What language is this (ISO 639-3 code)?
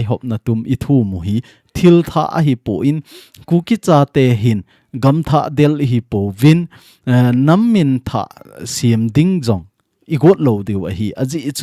tcz